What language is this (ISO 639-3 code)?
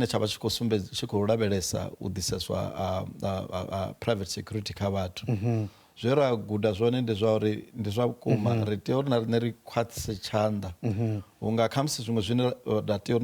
ven